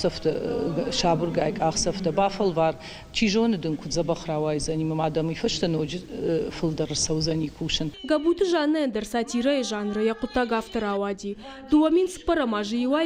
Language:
Ossetic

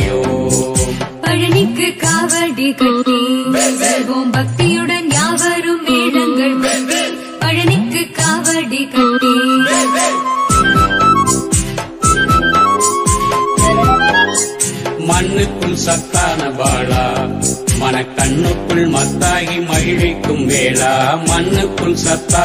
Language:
Tamil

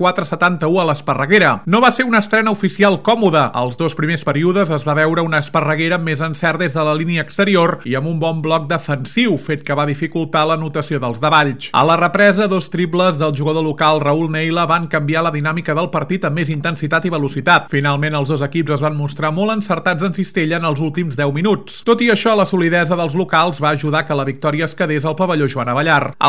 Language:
Catalan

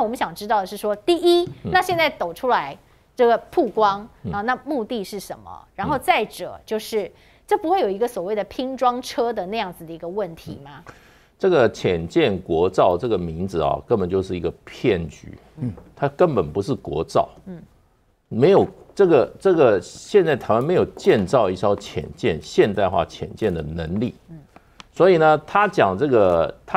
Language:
Chinese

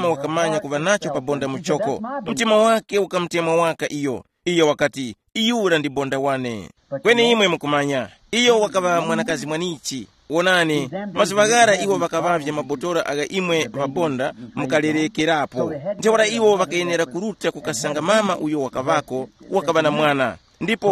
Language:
Tumbuka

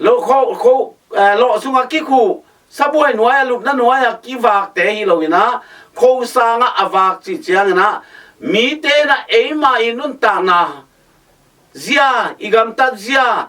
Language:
Tedim Chin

